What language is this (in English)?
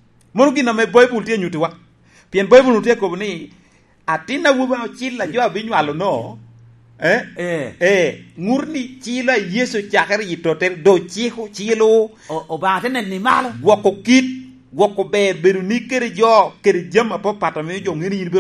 Lango (Uganda)